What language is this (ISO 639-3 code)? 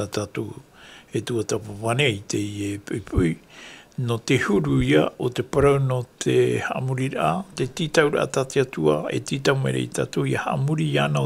tah